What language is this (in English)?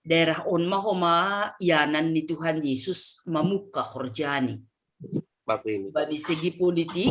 Batak Simalungun